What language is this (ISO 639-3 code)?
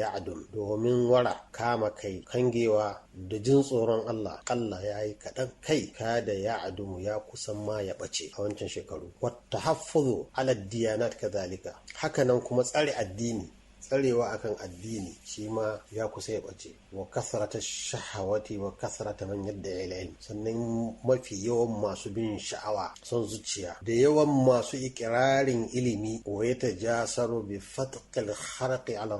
hau